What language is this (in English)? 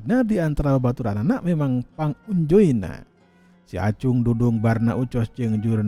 Sundanese